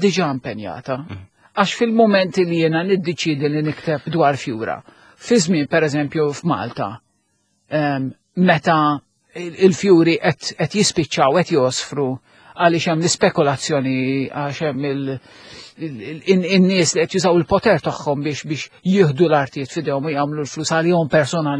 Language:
Maltese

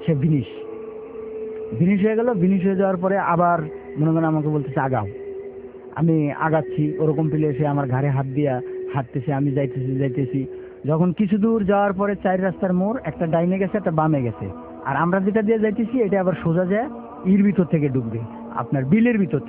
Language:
Bangla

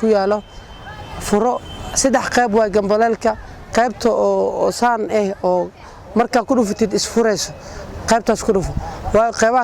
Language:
Somali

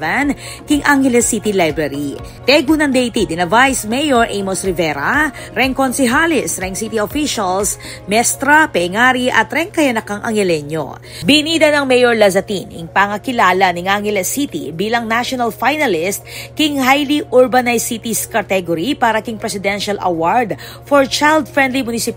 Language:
Pampanga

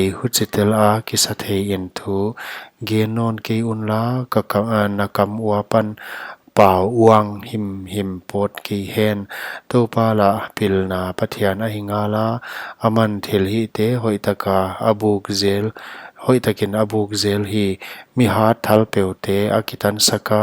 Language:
Paite Chin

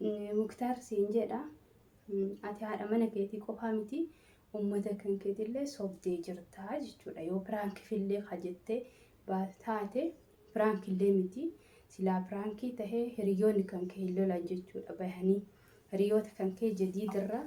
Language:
Oromo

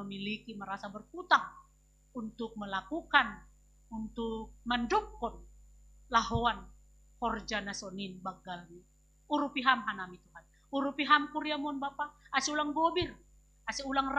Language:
Batak Simalungun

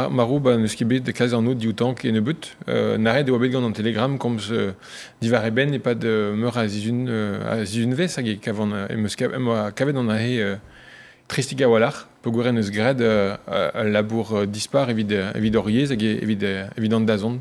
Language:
Breton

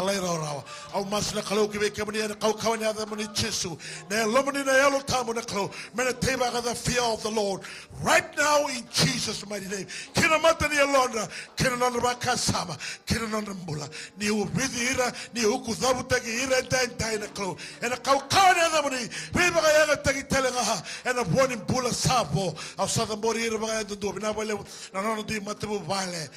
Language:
Fijian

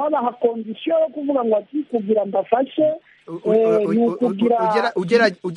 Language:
Kinyarwanda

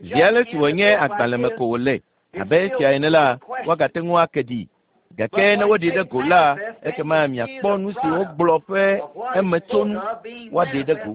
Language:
Ewe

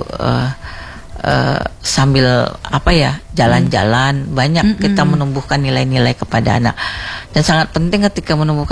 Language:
Indonesian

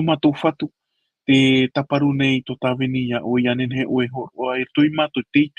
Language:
Tahitian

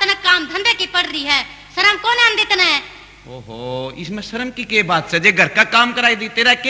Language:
Haryanvi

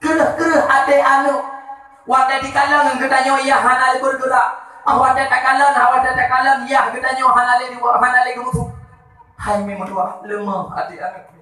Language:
Achinese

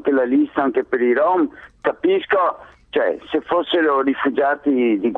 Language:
Italian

